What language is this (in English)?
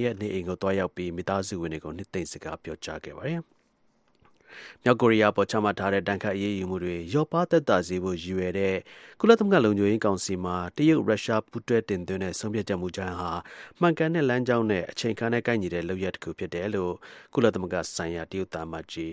Burmese